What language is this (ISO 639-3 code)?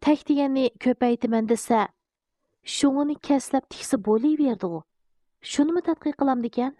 uig